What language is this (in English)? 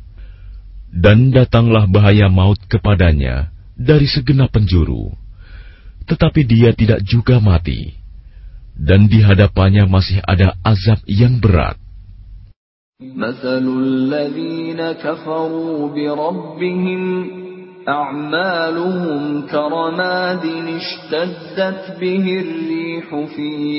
Indonesian